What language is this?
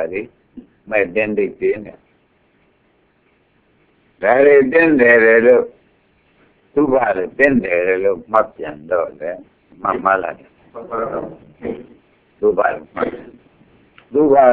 Burmese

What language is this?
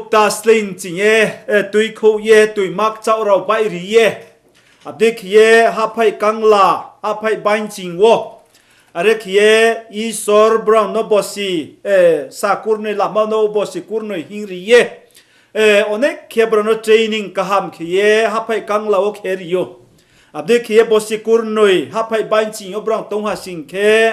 Riang (India)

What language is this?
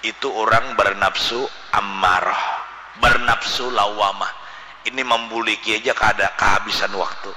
Banjar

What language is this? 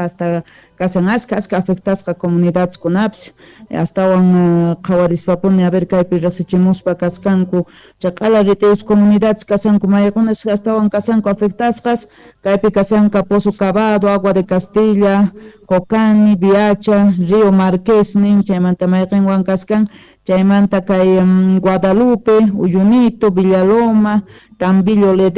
South Bolivian Quechua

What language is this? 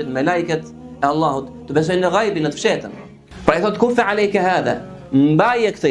Albanian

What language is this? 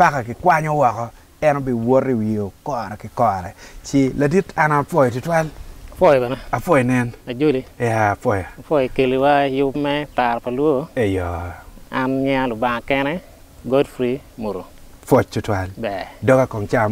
Acoli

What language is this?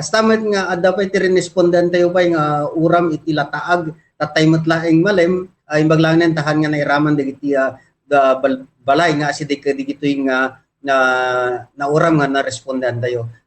Iloko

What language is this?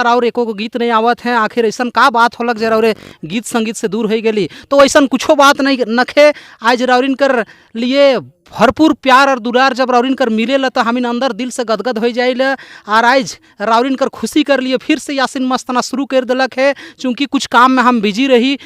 Sadri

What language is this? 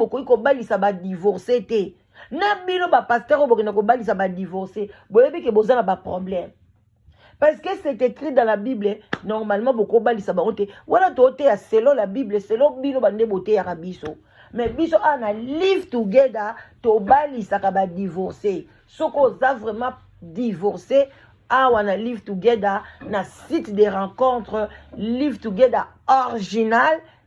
Lingala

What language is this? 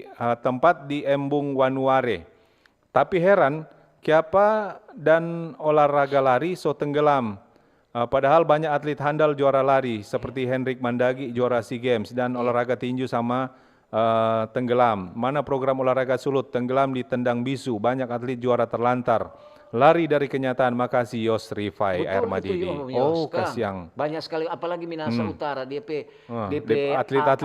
Manado Malay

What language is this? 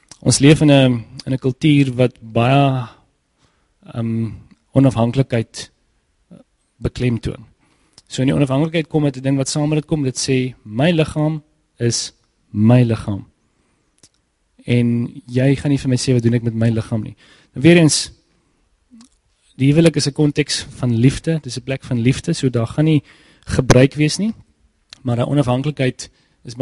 Afrikaans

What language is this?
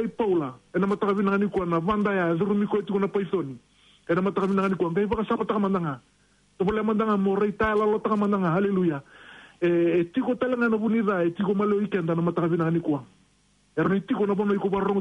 Fijian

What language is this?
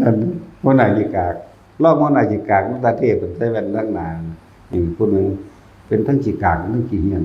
Northeastern Thai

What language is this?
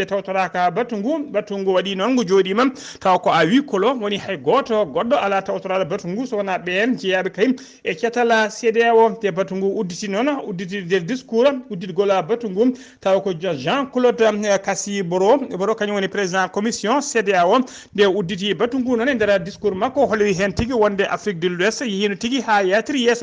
Fula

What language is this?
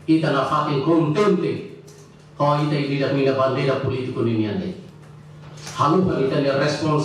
Tetum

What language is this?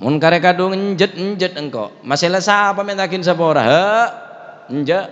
Madurese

